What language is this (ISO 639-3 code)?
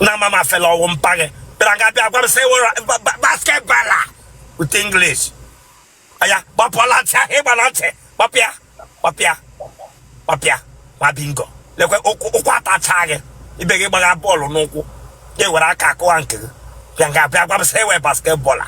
ibo